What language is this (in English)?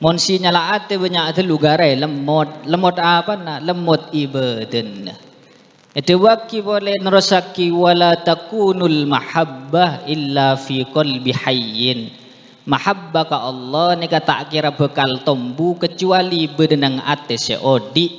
Madurese